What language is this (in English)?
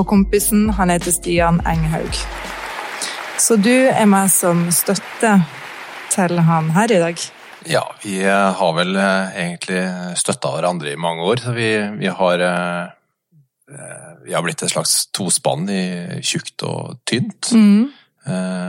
Norwegian